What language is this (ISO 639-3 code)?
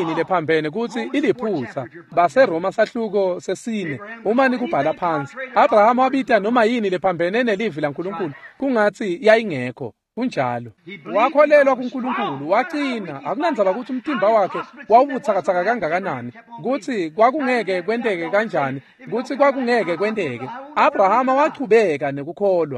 ssw